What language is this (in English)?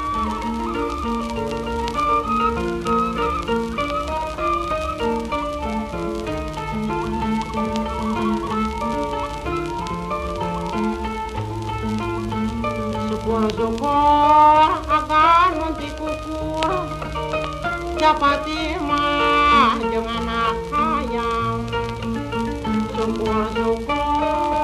Basque